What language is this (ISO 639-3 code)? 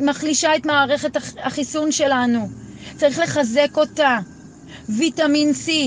heb